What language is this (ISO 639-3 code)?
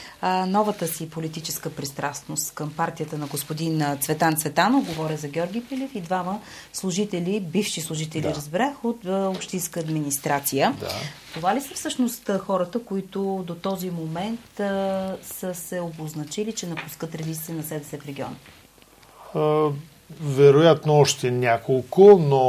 bul